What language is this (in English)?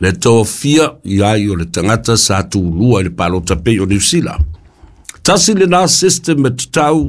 Samoan